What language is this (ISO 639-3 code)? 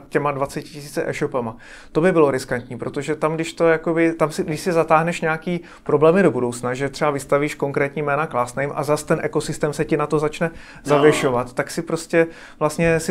ces